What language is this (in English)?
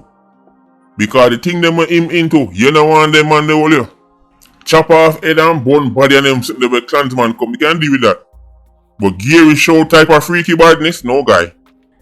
Jamaican Creole English